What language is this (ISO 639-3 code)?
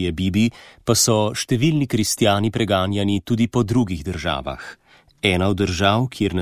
slv